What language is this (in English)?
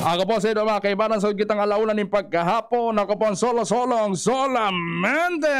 Bikol